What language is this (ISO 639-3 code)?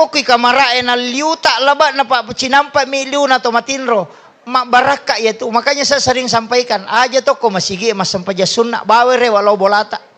bug